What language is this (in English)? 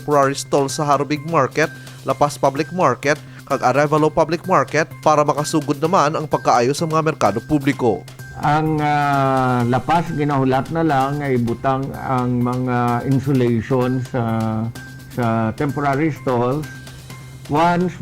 Hiligaynon